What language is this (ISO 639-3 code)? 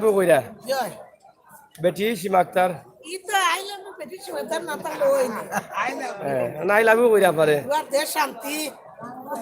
syl